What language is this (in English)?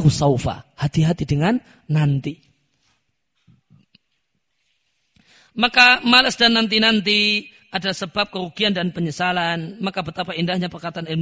Indonesian